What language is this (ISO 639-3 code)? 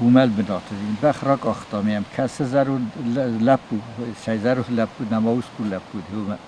oss